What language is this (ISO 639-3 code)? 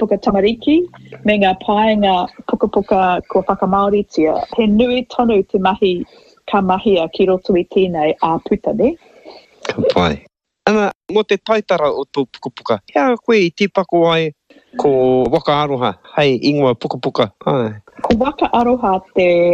mri